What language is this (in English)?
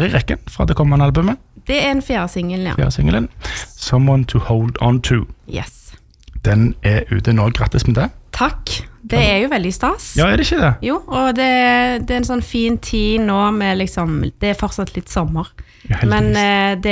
Norwegian